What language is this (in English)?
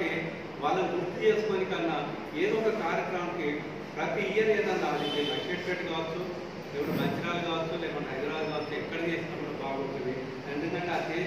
Telugu